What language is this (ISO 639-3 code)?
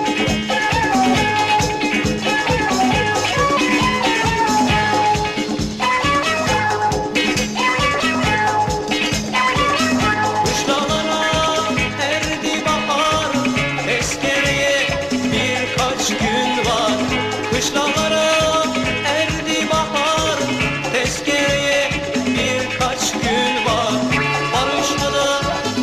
tur